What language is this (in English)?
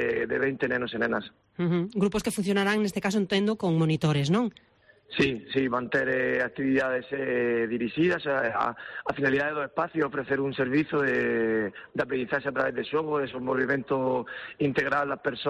Galician